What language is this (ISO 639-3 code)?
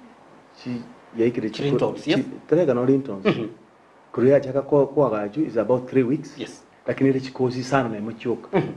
guz